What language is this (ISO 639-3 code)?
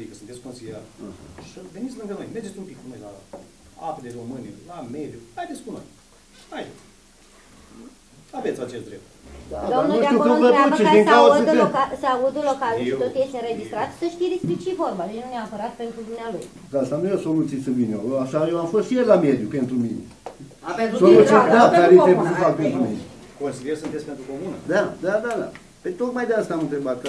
ron